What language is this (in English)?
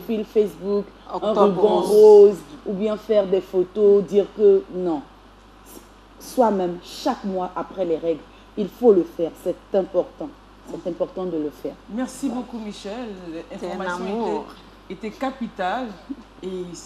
French